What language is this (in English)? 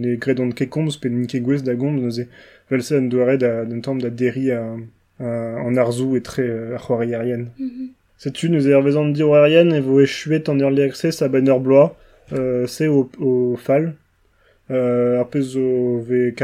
Breton